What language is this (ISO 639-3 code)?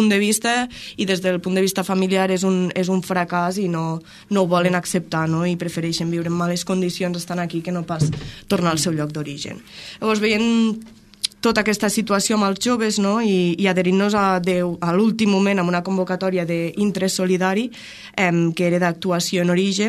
cat